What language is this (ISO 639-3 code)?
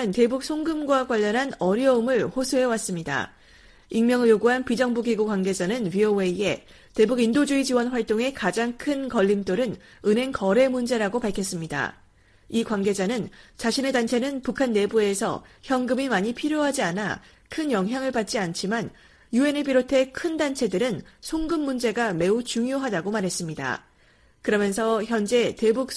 kor